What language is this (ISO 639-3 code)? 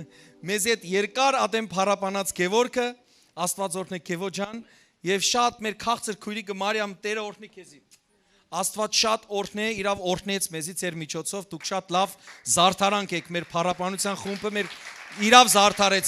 hyw